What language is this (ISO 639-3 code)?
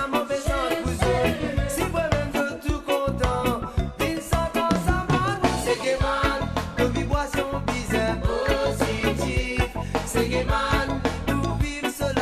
mfe